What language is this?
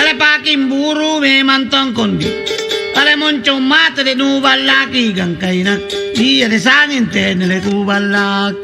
Makasar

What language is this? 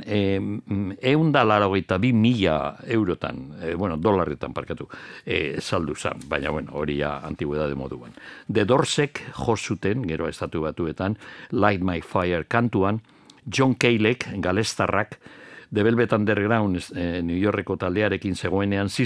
Basque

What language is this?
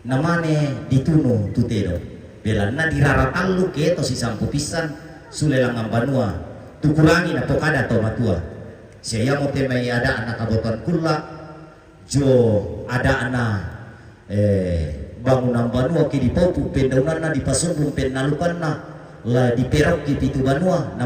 Toraja-Sa'dan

